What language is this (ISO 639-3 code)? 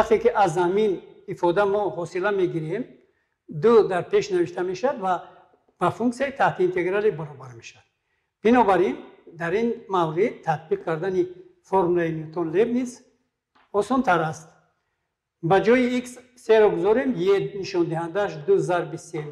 tgk